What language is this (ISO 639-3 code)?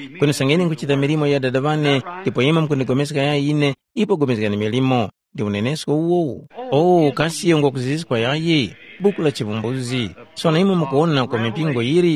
tum